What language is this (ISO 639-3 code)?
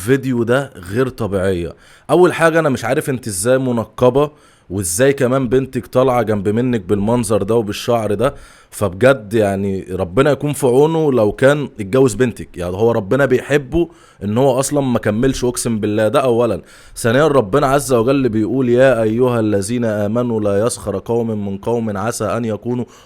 arz